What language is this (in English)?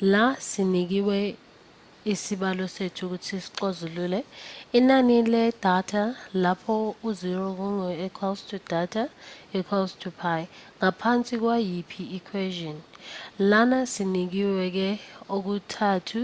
Zulu